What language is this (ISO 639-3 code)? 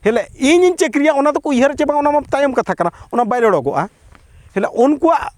sat